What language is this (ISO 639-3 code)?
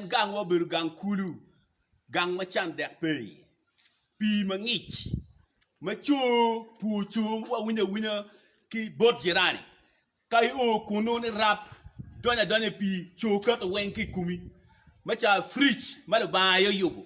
ach